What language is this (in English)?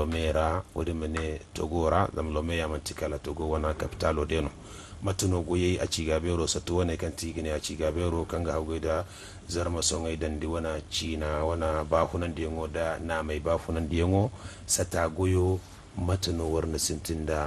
Zarma